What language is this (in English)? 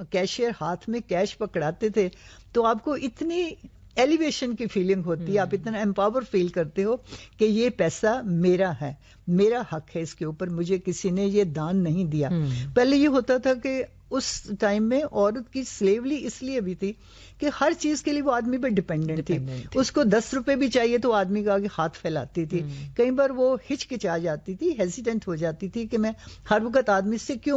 Urdu